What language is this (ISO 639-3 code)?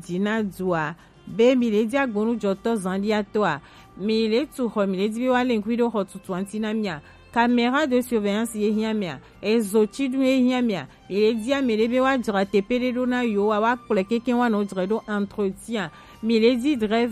gej